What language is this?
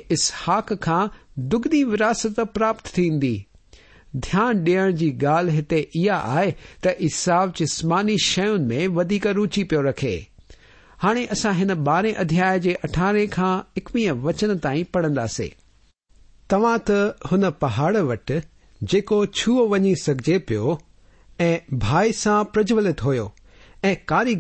Sindhi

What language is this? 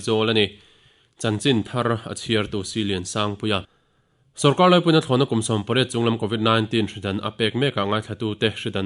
Mizo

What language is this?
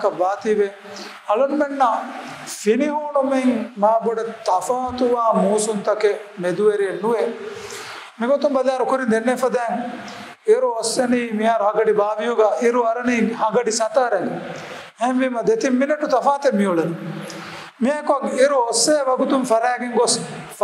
Divehi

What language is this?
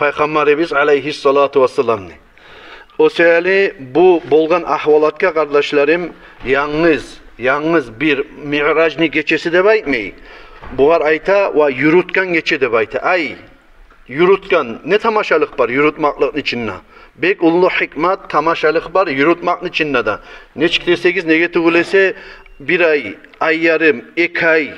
Kumyk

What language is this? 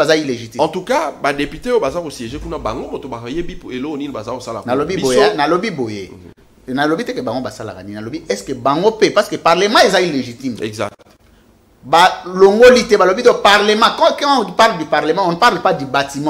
Lingala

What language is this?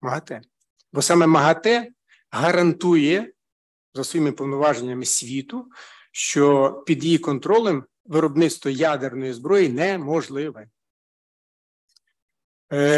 Ukrainian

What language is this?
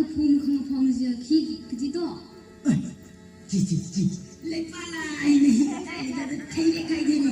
Tangkhul Naga (India)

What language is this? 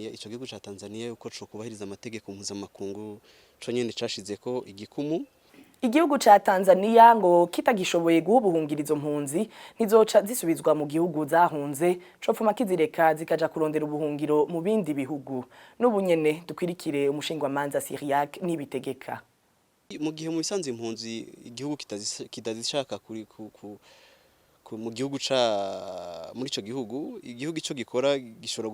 Rundi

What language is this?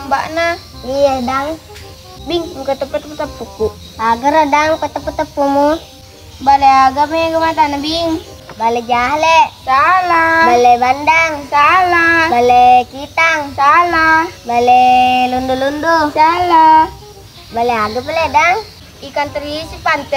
Buginese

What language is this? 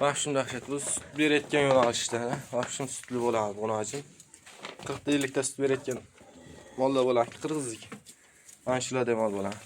Uzbek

